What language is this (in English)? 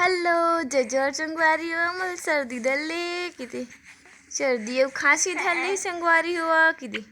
Chhattisgarhi